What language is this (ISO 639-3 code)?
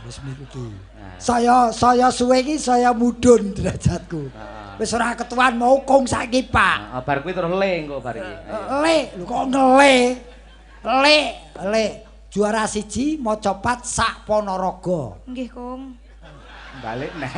jav